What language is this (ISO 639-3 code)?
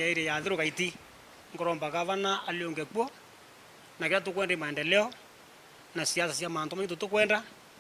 mer